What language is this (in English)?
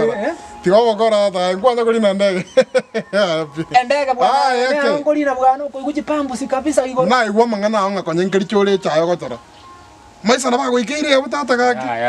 Gusii